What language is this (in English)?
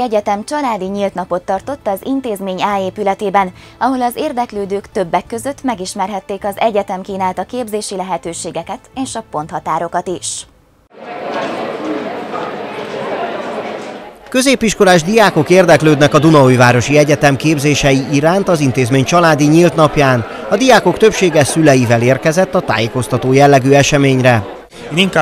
Hungarian